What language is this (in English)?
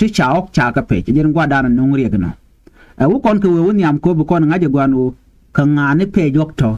Nuer